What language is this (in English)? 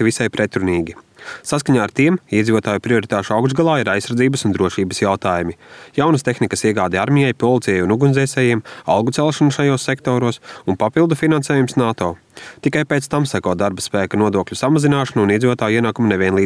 Latvian